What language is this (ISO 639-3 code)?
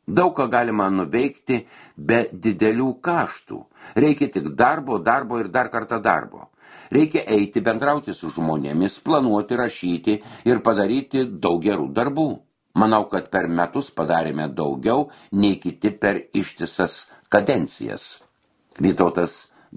lit